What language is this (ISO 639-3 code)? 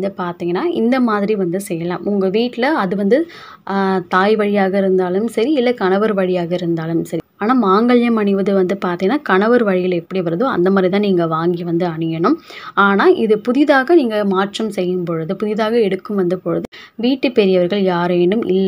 tam